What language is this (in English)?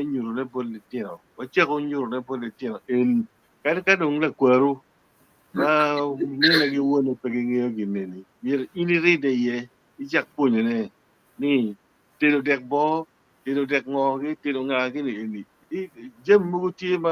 Acoli